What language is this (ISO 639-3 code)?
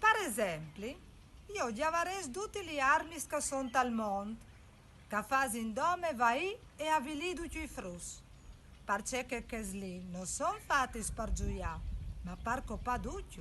fur